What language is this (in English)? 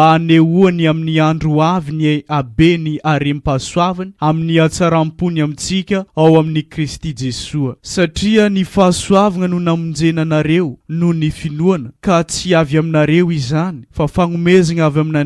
Malagasy